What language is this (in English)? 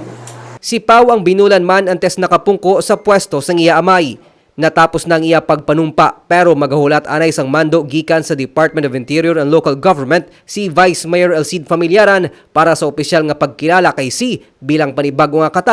Hiligaynon